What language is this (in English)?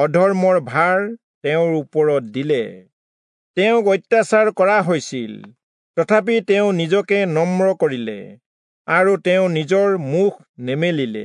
Assamese